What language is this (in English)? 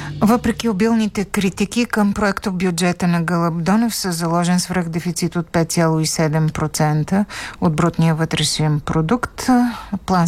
Bulgarian